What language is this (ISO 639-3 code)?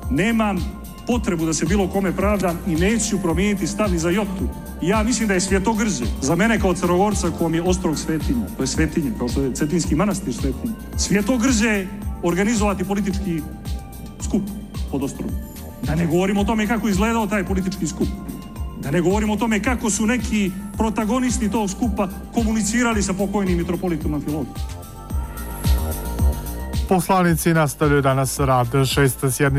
srp